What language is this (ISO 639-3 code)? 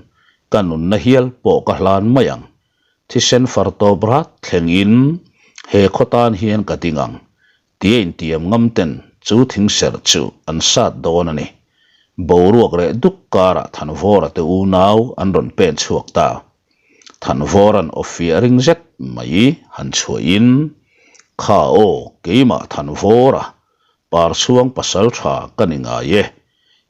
lus